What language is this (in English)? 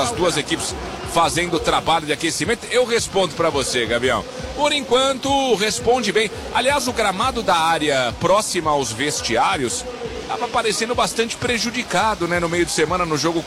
Portuguese